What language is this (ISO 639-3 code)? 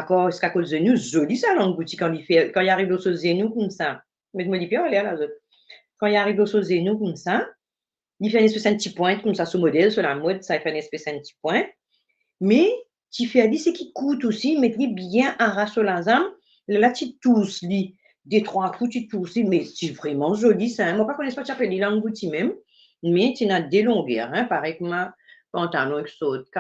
mfe